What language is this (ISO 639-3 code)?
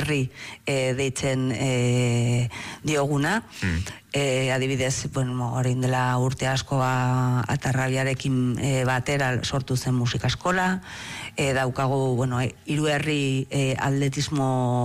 eus